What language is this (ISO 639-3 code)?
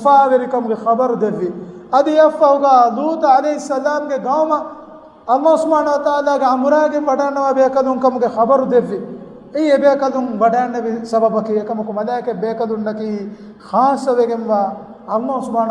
div